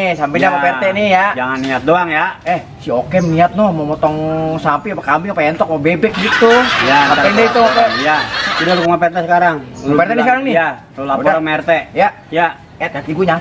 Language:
Betawi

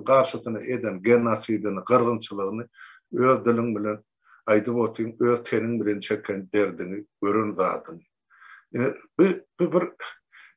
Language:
Turkmen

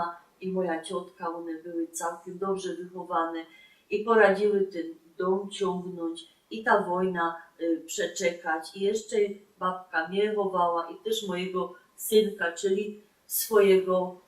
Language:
Silesian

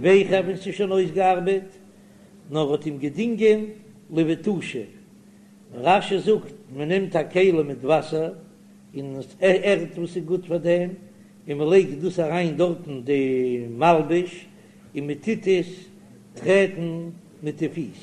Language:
Yiddish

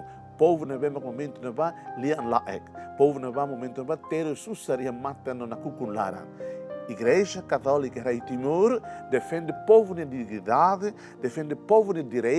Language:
Tetum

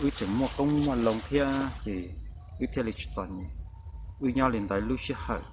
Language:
Hmong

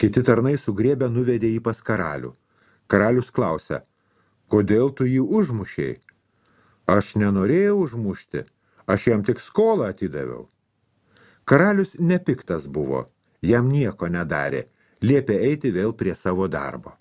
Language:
Lithuanian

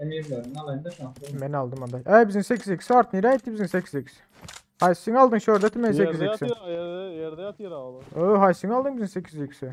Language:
Turkmen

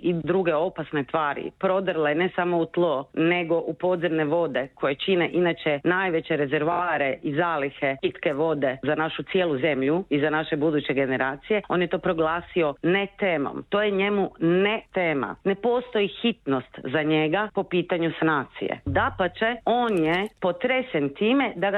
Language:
Croatian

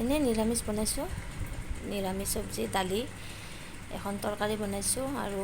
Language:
Assamese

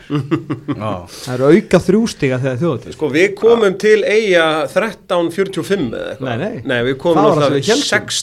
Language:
Icelandic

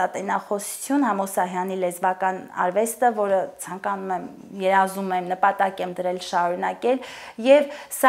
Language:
Armenian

